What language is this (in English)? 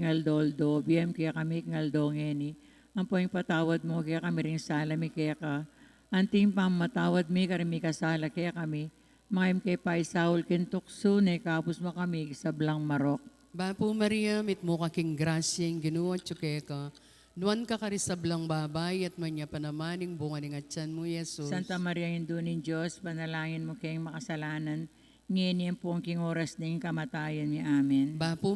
Pampanga